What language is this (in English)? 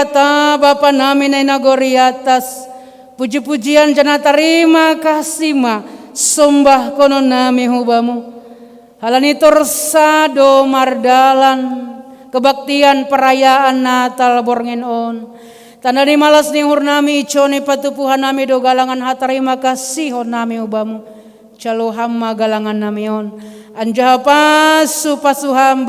Batak Simalungun